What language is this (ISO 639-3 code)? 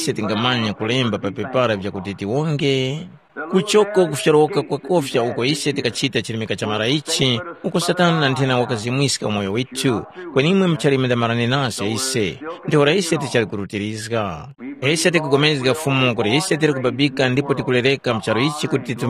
tum